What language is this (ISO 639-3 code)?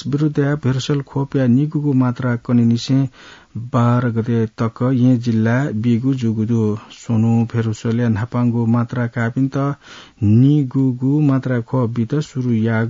new